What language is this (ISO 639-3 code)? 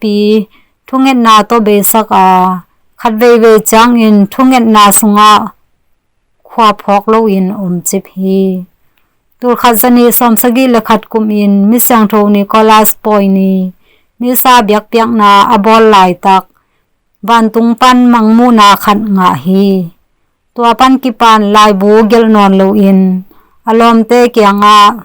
ctd